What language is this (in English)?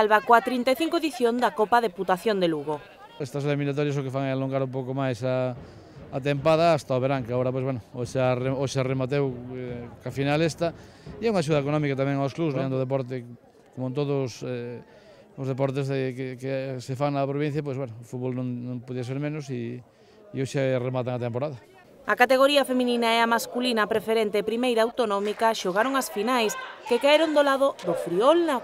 Galician